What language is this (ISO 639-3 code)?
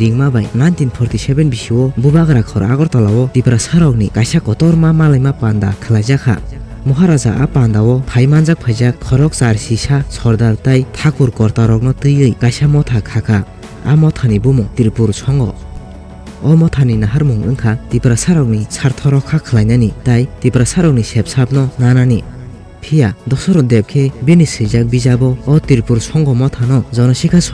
trp